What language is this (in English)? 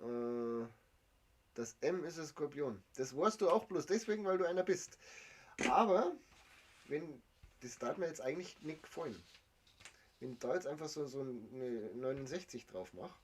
Bavarian